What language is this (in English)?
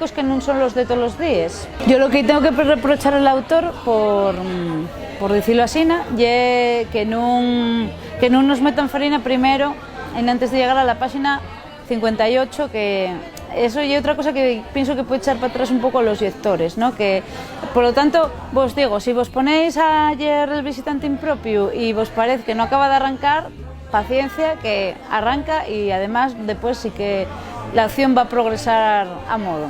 Asturian